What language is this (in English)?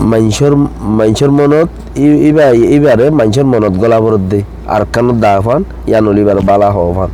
Rohingya